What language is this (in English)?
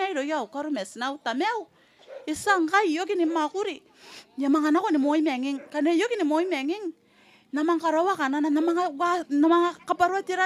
Gilbertese